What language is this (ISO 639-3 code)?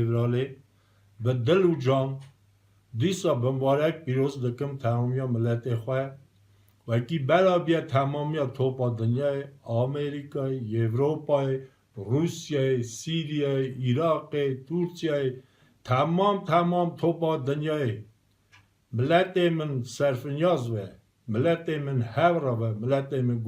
kur